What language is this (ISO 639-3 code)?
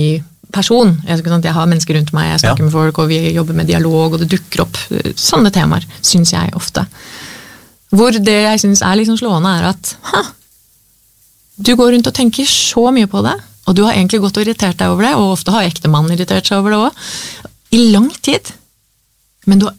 nor